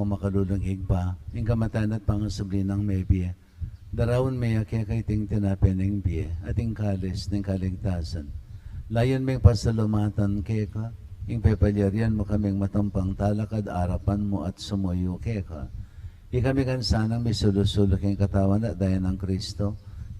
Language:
Pampanga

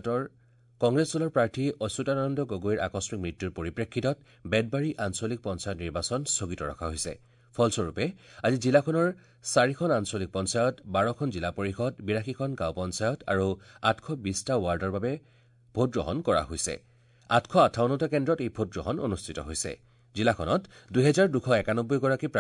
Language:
Assamese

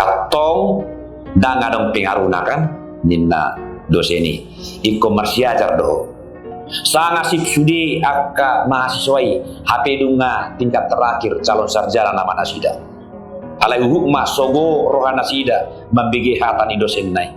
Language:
Batak Toba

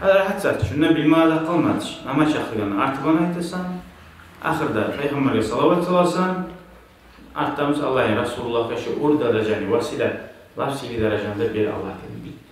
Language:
Kumyk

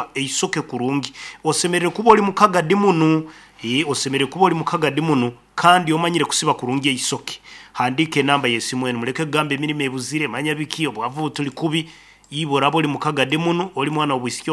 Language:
Nyankole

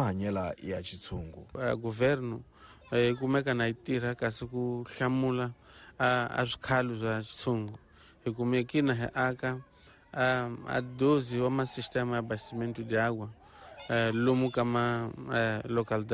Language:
Tsonga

